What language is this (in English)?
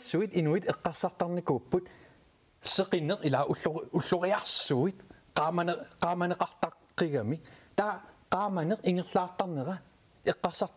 Kalaallisut